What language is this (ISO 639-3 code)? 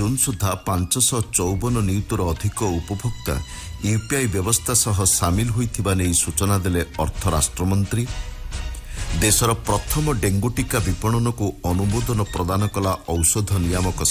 ori